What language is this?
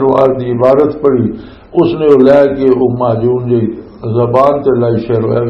Western Panjabi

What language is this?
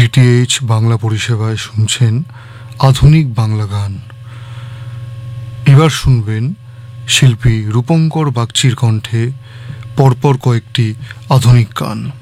Bangla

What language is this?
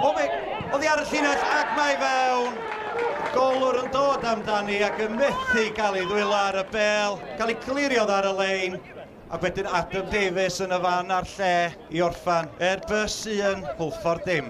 Welsh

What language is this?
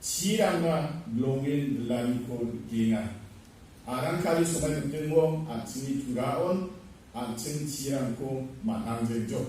Garo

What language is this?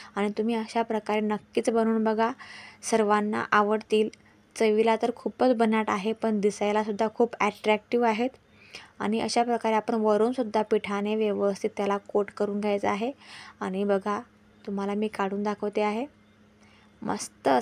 Marathi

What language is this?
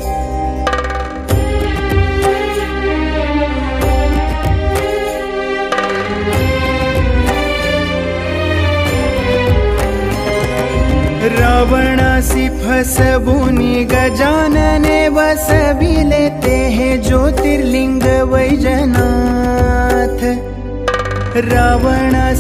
Marathi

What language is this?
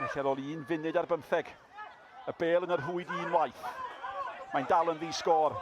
Welsh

